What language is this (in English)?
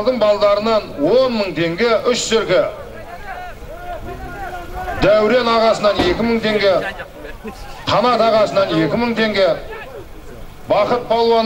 Kazakh